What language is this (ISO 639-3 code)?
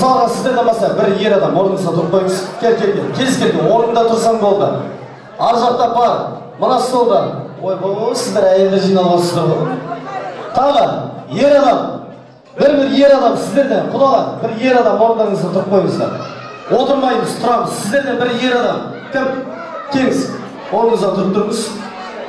kaz